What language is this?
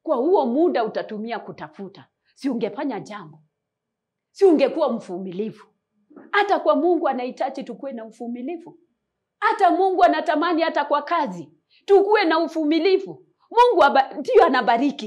Swahili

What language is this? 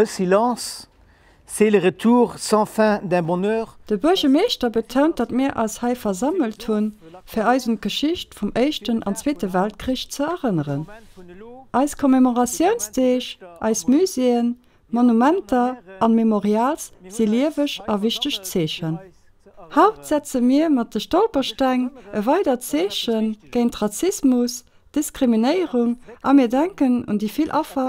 Luxembourgish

